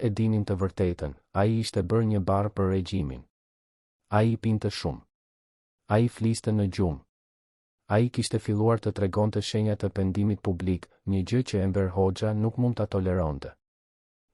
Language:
Albanian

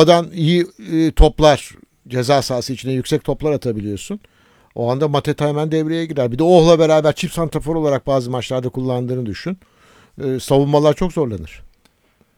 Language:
Turkish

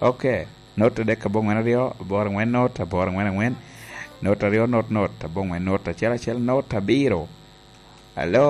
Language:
Lango (Uganda)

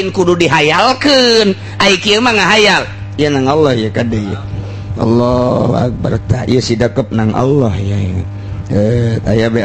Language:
Sundanese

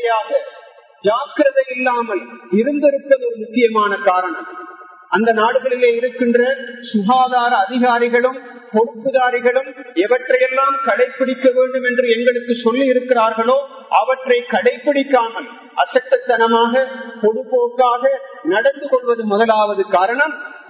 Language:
Tamil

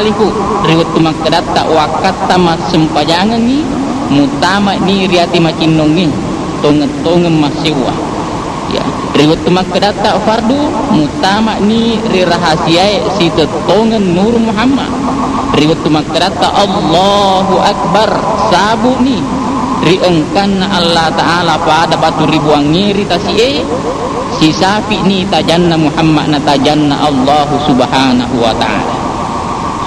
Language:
Buginese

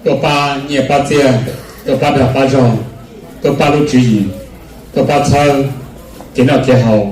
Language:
Hmong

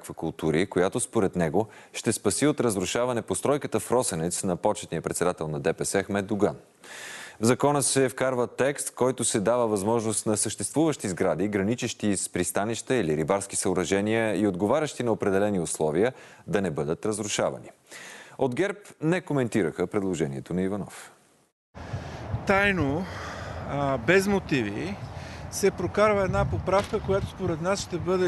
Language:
Bulgarian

